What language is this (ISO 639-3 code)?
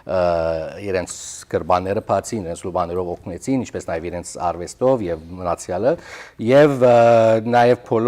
hyw